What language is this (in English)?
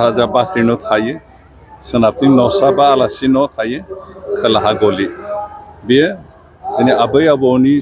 Bodo